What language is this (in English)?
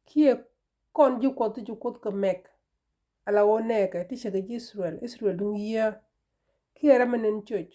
Nuer